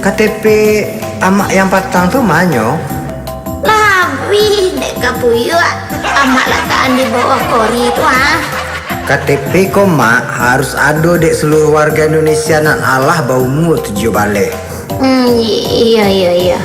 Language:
Minangkabau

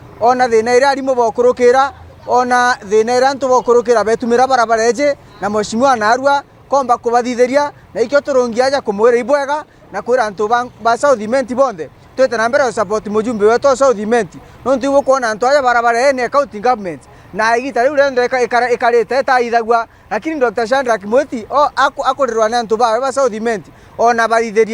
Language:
Meru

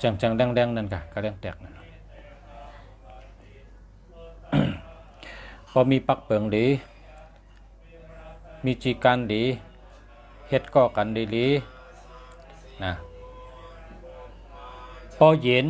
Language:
Shan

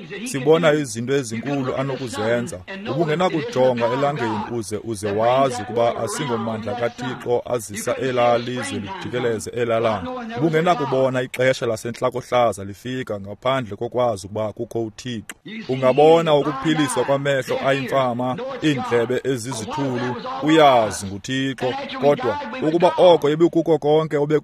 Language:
Xhosa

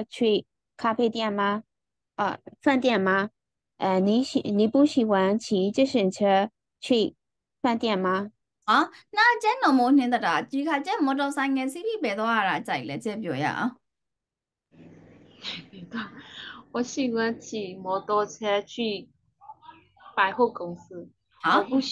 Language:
Chinese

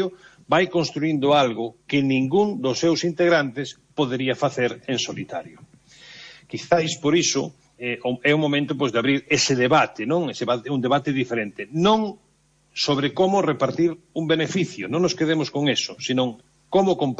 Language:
Galician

